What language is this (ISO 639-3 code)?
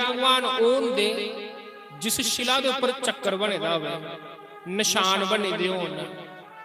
doi